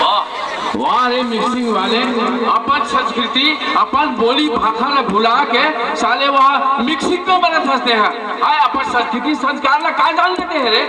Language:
Chhattisgarhi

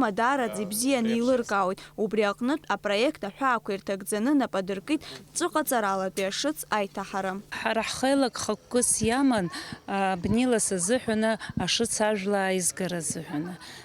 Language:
Abkhazian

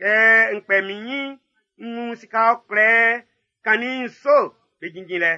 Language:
Baoulé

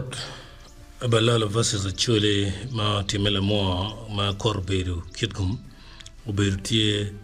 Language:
Acoli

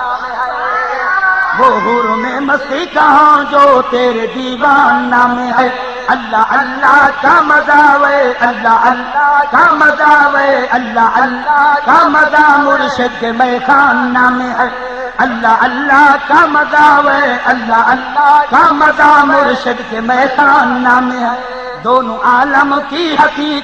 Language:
Saraiki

